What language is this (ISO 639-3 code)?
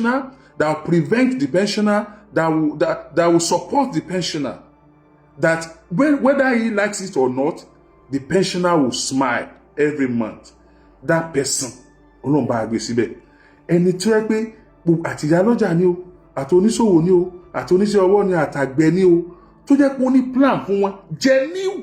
yor